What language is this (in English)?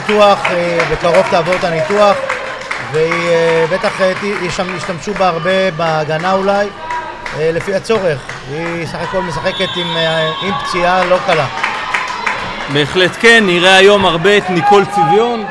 Hebrew